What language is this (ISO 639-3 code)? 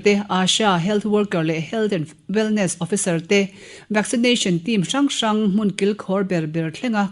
lus